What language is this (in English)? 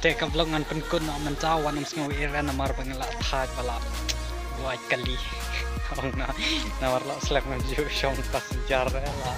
Khasi